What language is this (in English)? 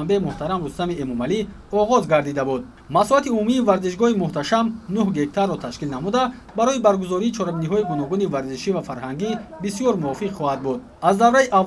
Tajik